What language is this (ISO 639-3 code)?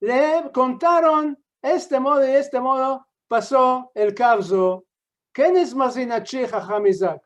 lad